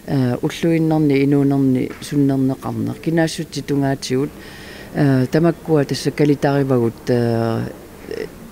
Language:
Kalaallisut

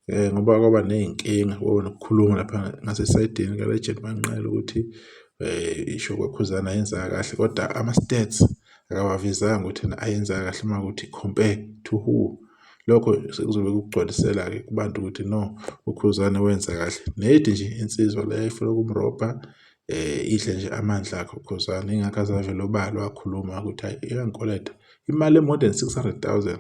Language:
Zulu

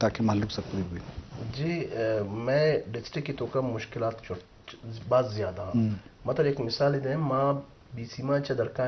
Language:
Eastern Balochi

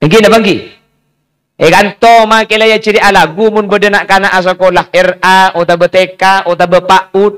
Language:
Madurese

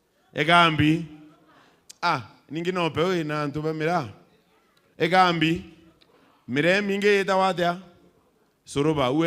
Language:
Meru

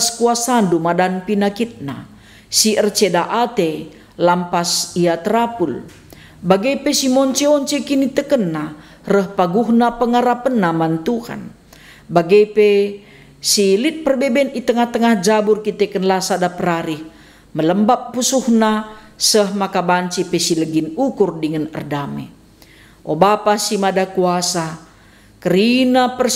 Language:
Batak Karo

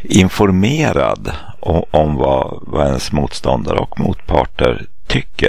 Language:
Swedish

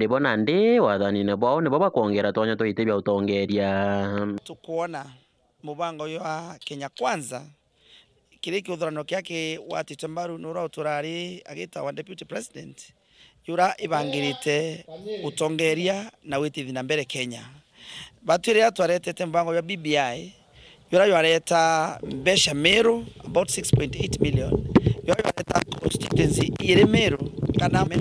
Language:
Meru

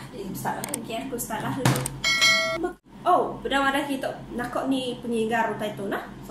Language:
Iban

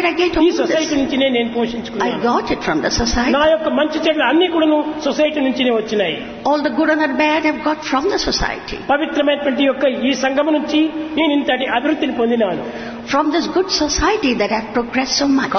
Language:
Telugu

